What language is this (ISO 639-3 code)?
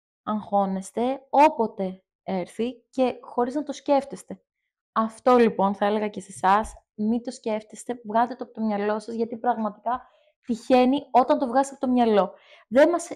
ell